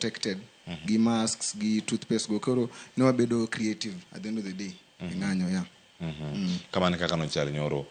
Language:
Luo (Kenya and Tanzania)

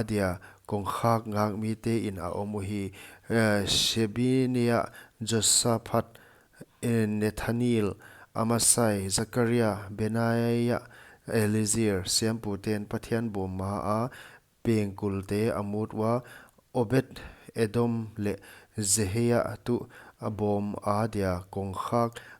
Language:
Paite Chin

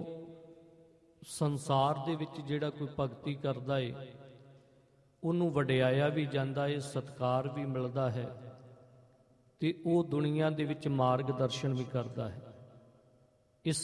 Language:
Punjabi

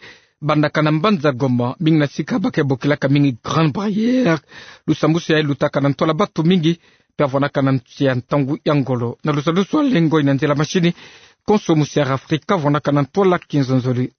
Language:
Kituba (Democratic Republic of Congo)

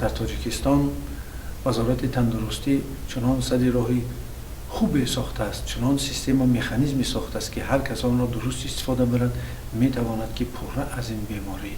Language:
Tajik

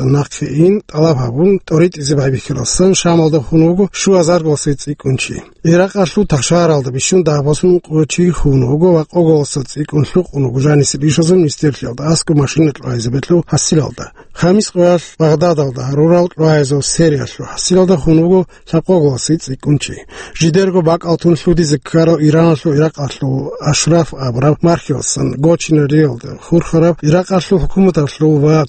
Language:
Avaric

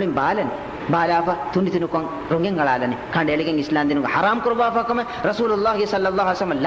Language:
Divehi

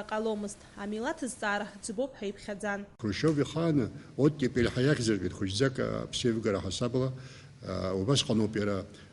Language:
Abkhazian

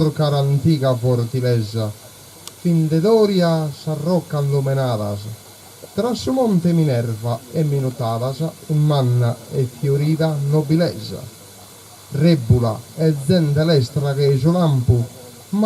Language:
Sardinian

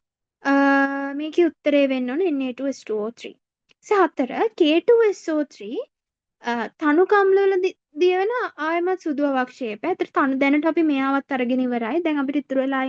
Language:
Sinhala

